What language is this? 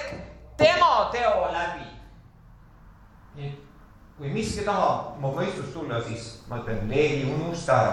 Estonian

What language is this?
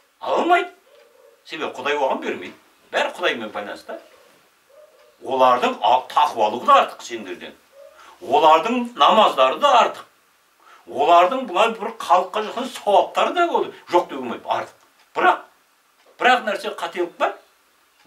Kazakh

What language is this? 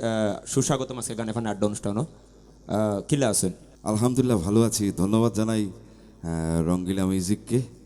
Sylheti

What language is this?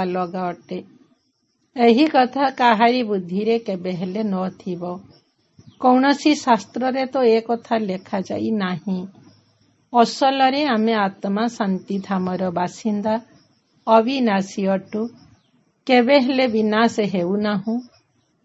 Odia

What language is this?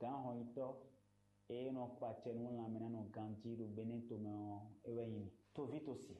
Fon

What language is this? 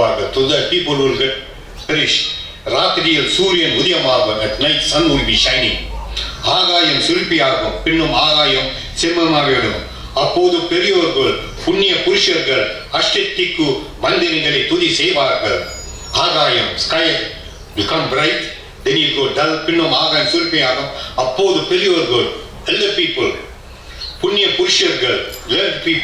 Tamil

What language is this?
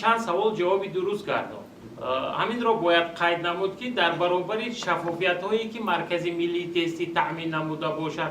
Tajik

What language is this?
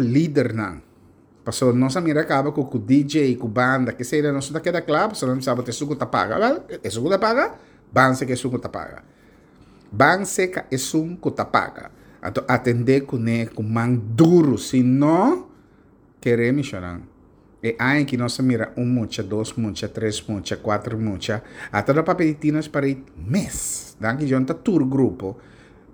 Papiamento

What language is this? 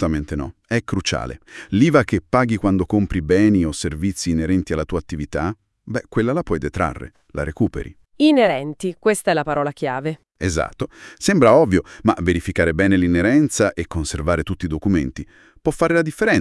Italian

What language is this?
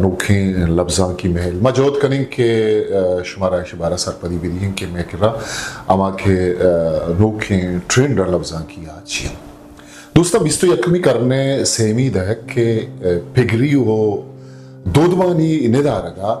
Eastern Balochi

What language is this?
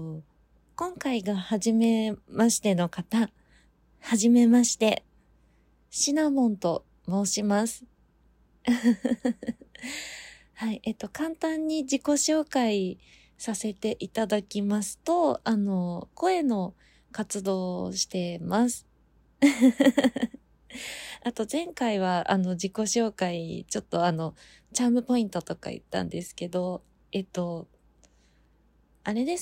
Japanese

